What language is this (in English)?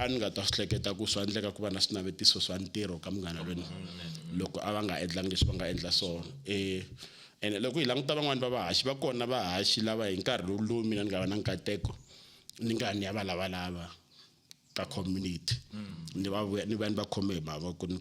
Tsonga